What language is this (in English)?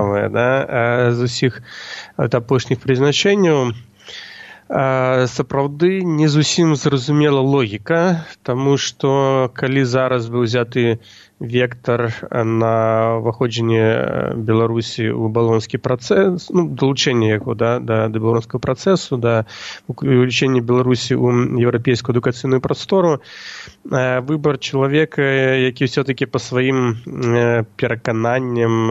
Belarusian